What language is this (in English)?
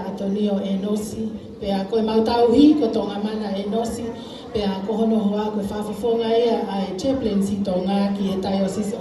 Tongan